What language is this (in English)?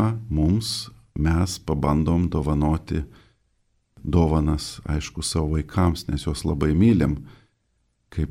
Lithuanian